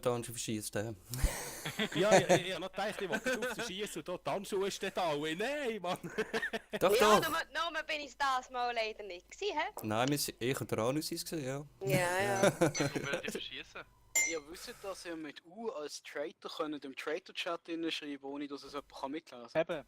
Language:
Swiss German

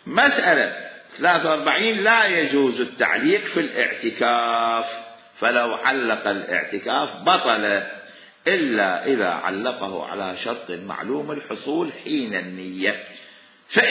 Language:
Mesopotamian Arabic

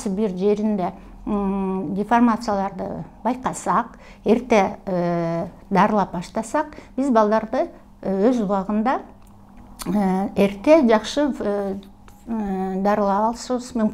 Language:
Kyrgyz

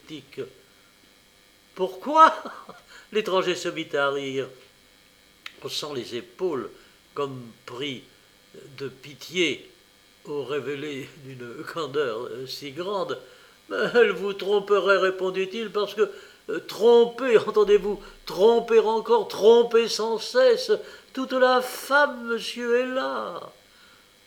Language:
French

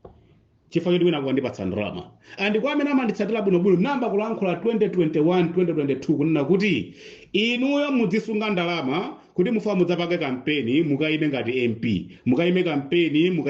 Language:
Nyanja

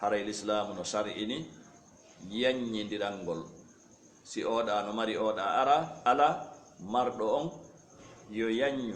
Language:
Fula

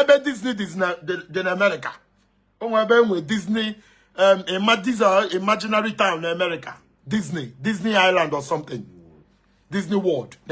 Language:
Igbo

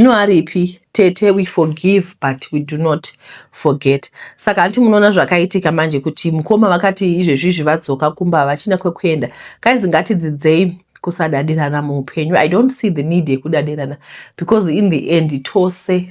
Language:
Shona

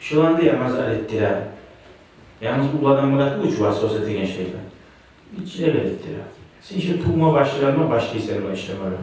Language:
Kumyk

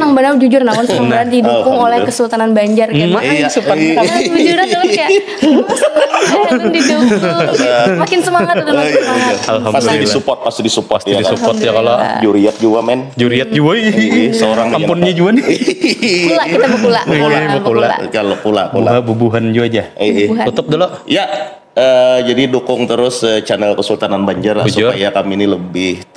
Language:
Banjar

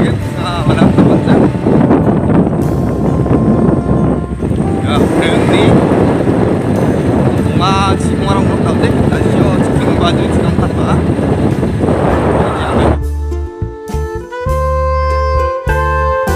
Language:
Malay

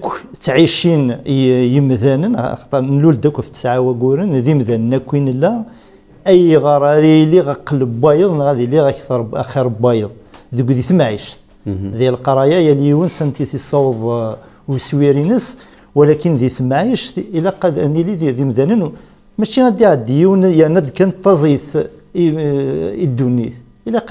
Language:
Kabyle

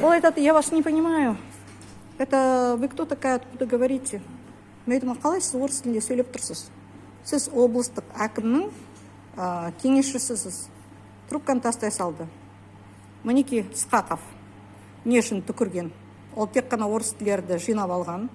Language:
Kazakh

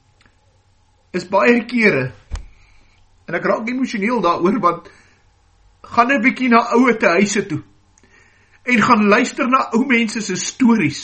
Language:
Afrikaans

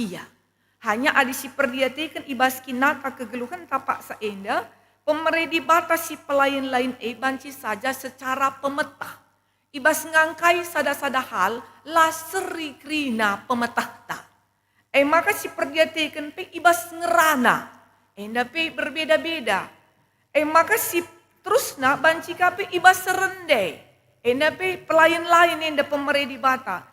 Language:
Batak Karo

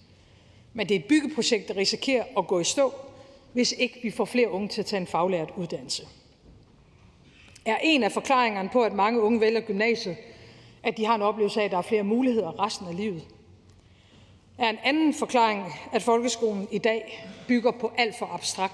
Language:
Danish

